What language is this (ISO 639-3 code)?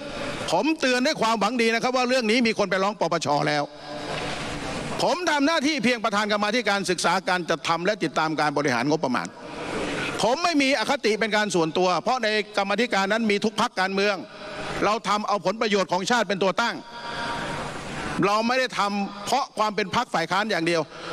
tha